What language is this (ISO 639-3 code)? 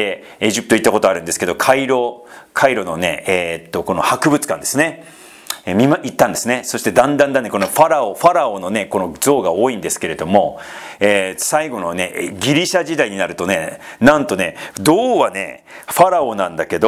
jpn